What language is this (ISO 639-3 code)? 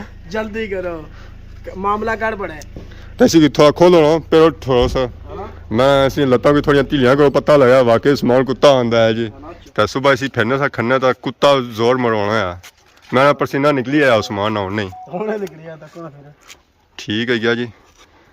phr